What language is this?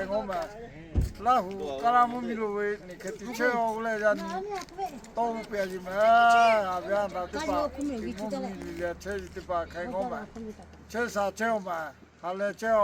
Lahu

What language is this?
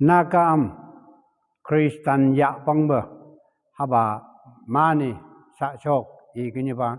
Phom Naga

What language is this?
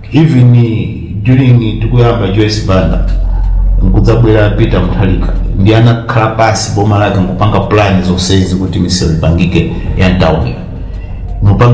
Nyanja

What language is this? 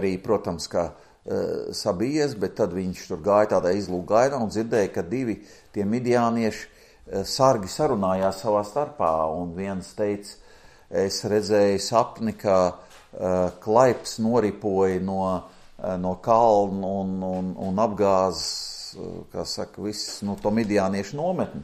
Latvian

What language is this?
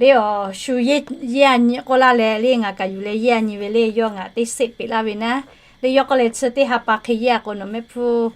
Lahu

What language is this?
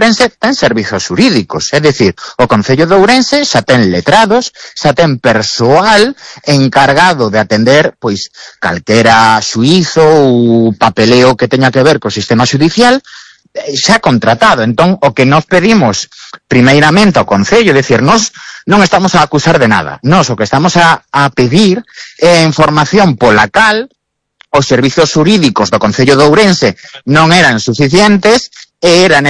Galician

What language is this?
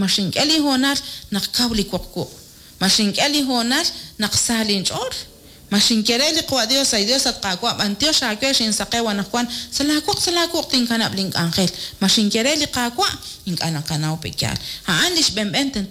Kekchí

